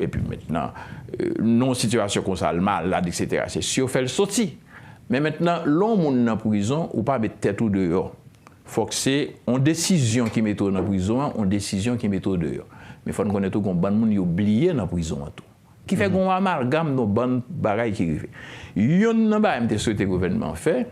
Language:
Haitian Creole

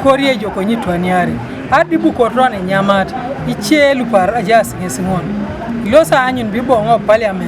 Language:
Teso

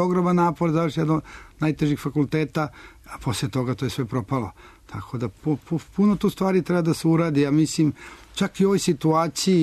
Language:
Serbian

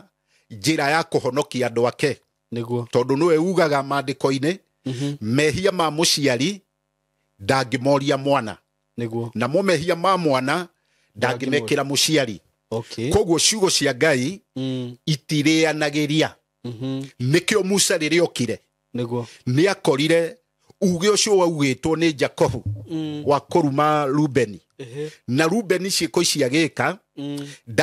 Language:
Kikuyu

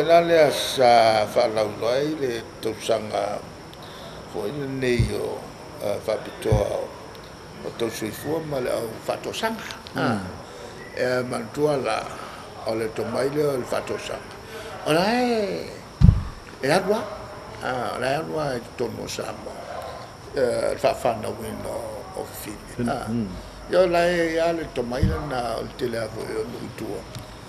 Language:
Samoan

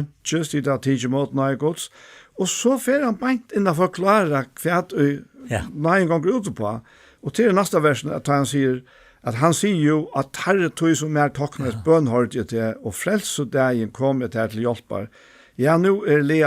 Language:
Faroese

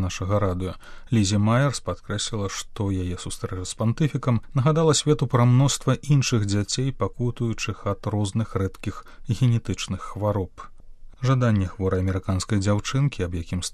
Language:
Belarusian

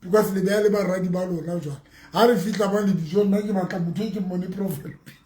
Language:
Southern Sotho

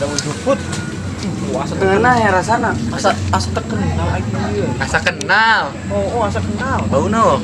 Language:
Sundanese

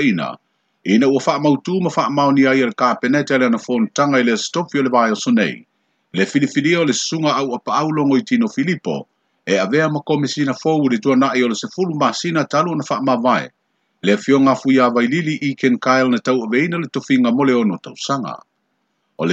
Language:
Samoan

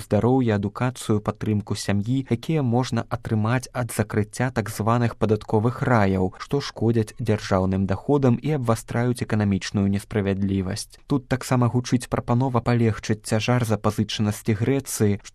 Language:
Belarusian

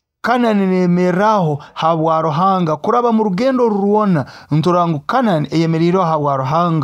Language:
Nyoro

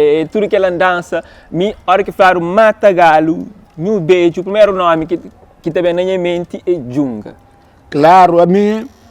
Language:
Kabuverdianu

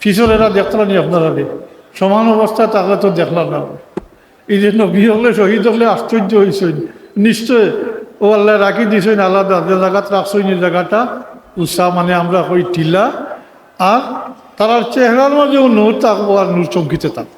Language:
Sylheti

